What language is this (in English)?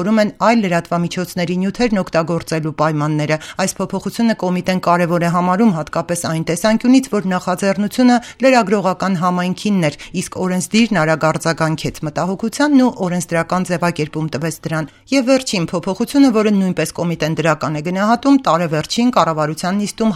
Armenian